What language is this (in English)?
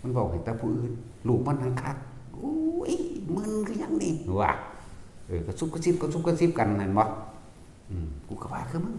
Northeastern Thai